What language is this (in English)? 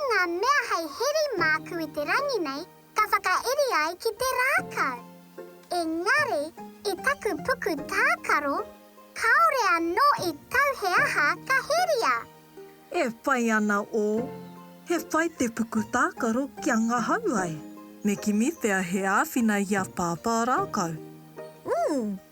Māori